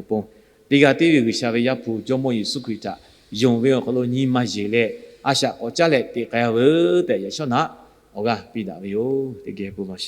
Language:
Lahu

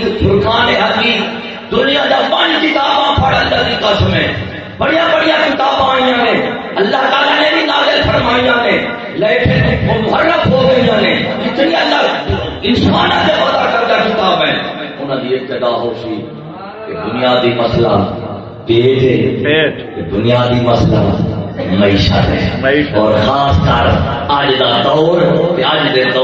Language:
Saraiki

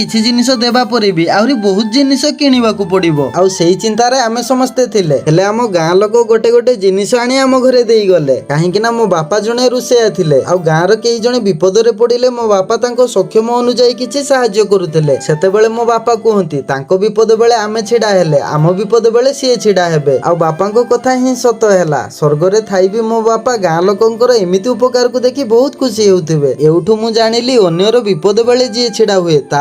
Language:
Odia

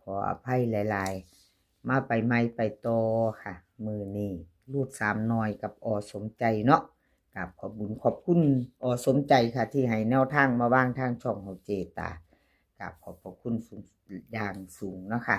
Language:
Northeastern Thai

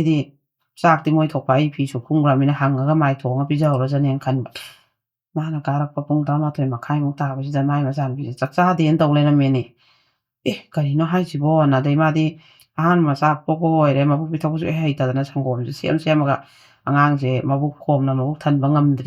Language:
Manipuri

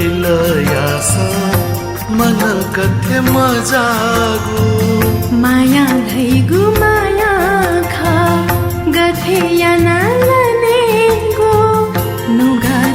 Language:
Newari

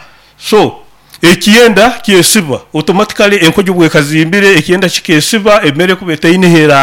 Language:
Nyoro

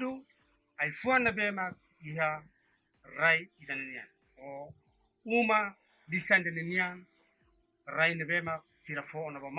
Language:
Tetum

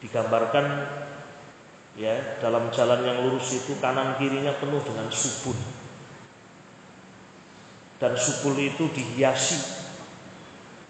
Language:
Indonesian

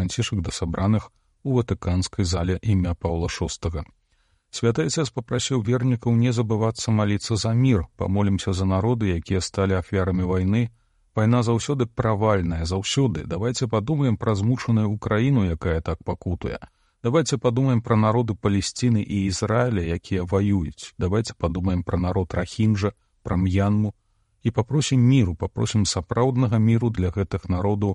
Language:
Belarusian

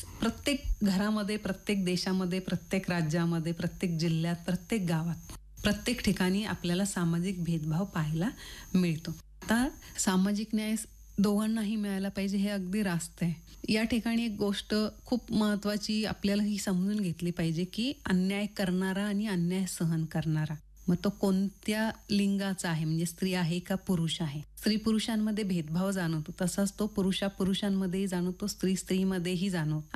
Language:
Marathi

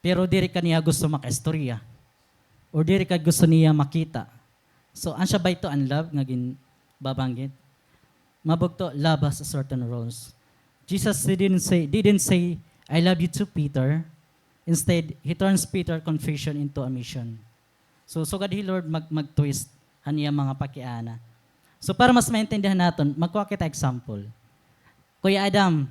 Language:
Waray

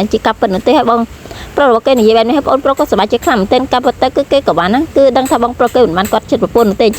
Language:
Khmer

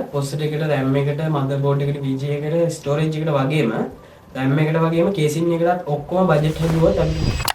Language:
Sinhala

